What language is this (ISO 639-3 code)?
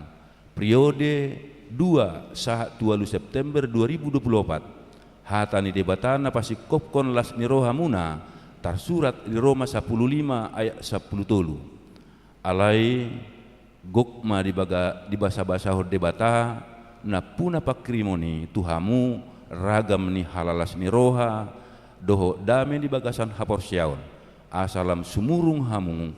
bbc